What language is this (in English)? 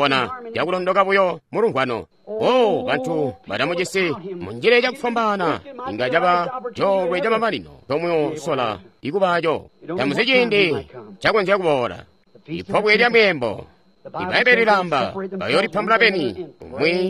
Tonga (Zambia)